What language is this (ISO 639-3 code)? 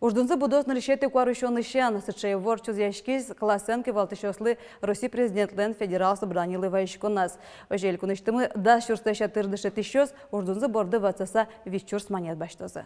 udm